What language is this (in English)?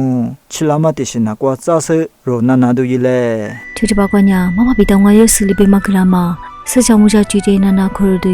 Lisu